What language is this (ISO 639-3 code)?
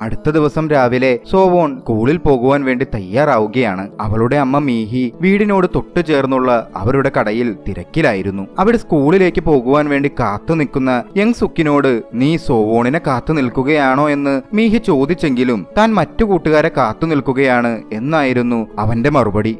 mal